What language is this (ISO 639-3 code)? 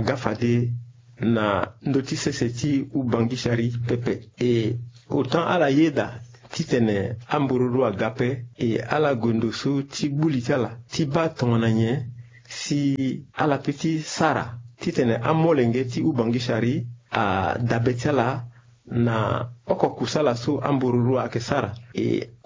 sag